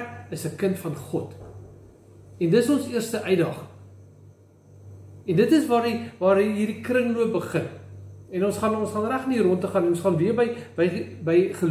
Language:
Afrikaans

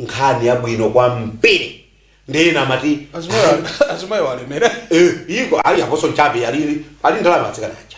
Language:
Nyanja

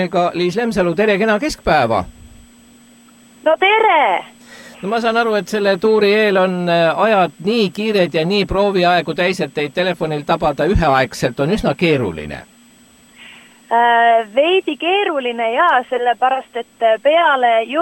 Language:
Estonian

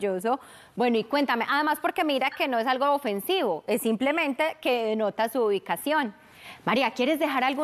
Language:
Spanish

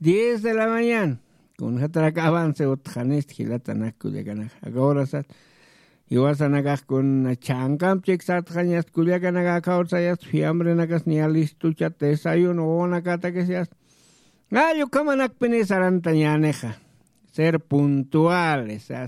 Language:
Aymara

